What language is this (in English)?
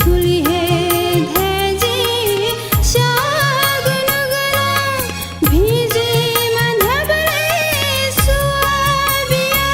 Newari